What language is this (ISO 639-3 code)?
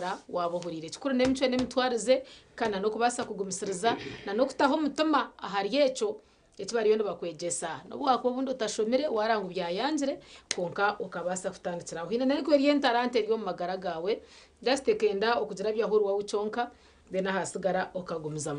nyn